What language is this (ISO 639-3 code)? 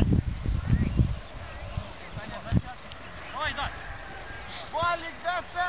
ukr